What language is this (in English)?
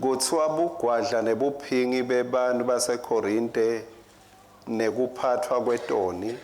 Swati